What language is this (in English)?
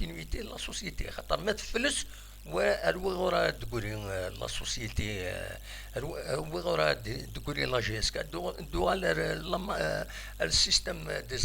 Kabyle